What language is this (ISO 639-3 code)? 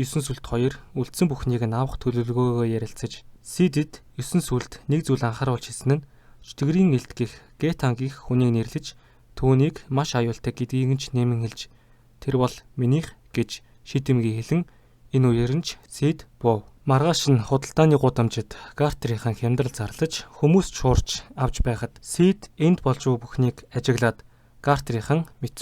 mon